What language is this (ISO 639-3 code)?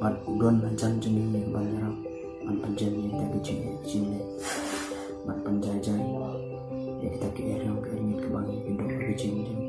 kha